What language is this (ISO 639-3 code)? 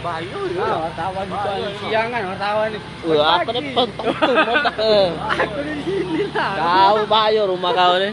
mui